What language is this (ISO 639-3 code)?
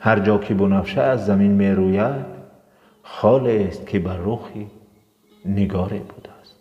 tgk